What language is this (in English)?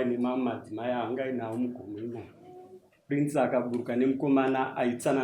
Shona